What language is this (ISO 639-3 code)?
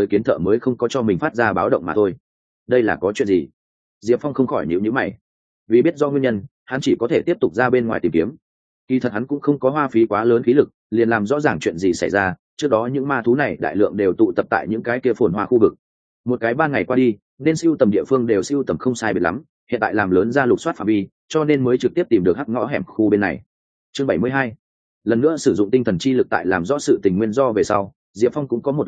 vie